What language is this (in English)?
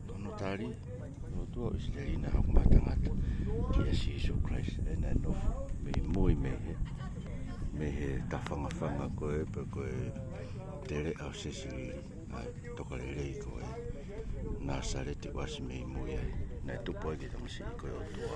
Tongan